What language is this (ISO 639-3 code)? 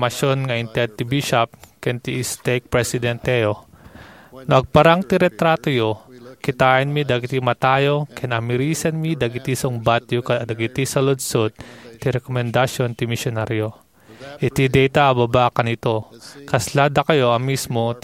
ilo